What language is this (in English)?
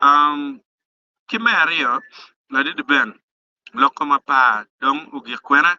Acoli